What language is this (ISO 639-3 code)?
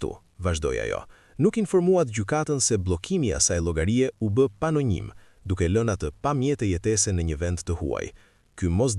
sqi